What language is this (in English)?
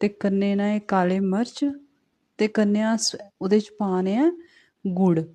Dogri